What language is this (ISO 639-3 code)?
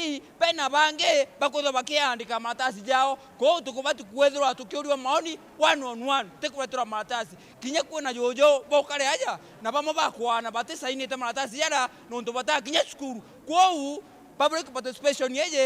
mer